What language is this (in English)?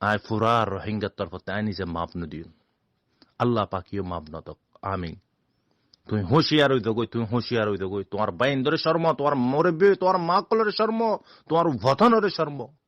Rohingya